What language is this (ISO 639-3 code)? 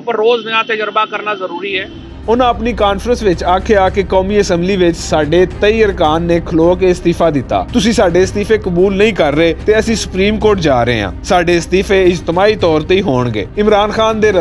lah